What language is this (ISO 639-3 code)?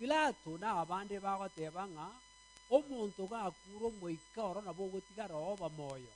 guz